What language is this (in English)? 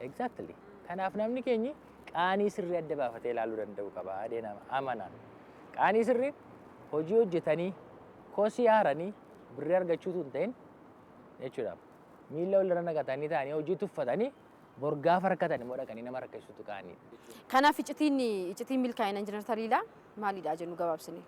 Oromo